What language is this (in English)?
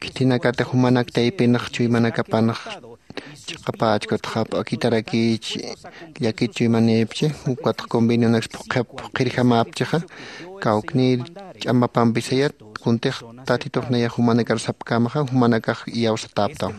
Aymara